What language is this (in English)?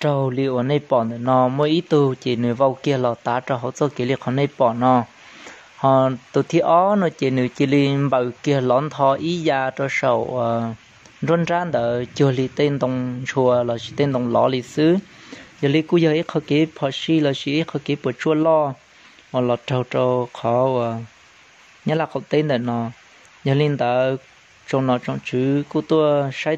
Hmong